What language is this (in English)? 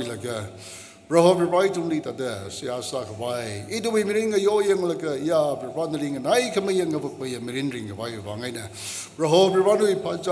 Tangkhul Naga (India)